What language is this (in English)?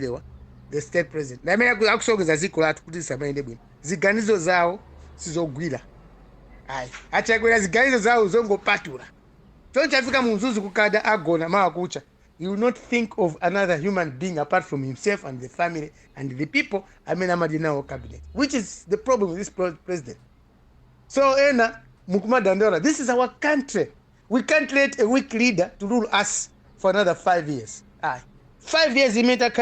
Nyanja